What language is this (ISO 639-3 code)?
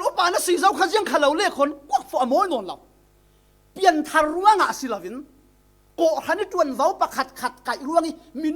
cfm